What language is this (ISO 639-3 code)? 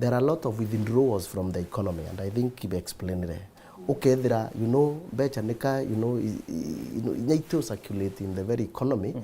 mer